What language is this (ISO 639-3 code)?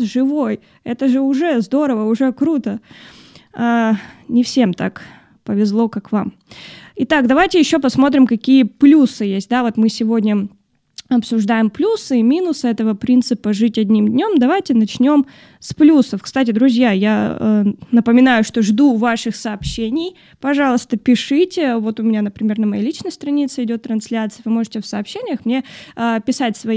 rus